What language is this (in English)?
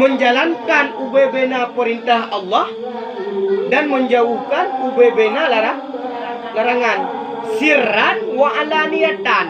Achinese